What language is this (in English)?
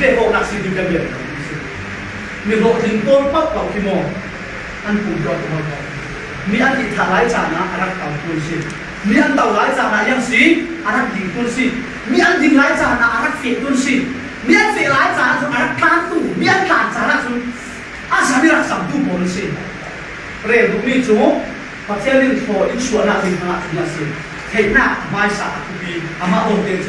Falam Chin